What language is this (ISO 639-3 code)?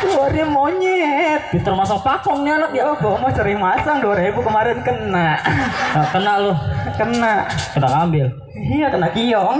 bew